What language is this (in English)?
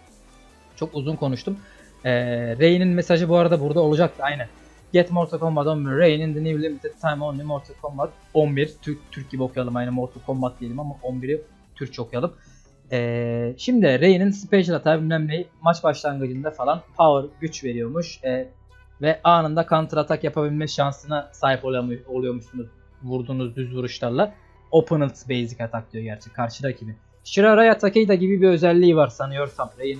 Turkish